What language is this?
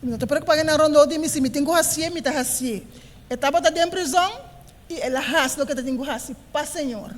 Papiamento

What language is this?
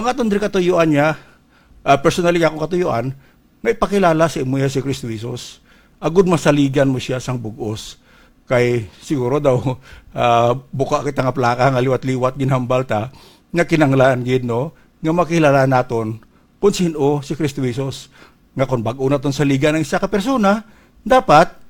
Hiligaynon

